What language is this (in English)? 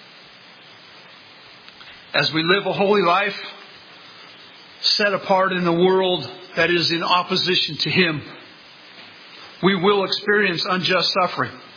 English